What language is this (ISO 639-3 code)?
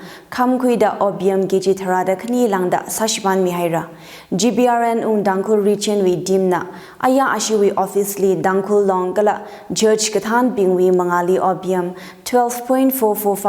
nmf